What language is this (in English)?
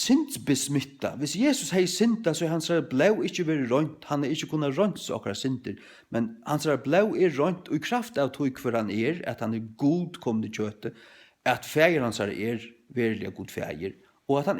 Faroese